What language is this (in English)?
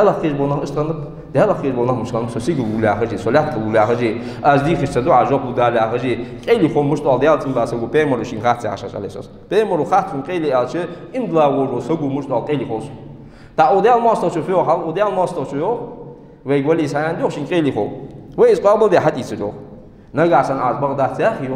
Ingush